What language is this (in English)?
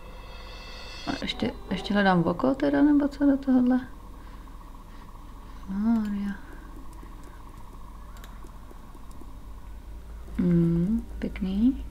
Czech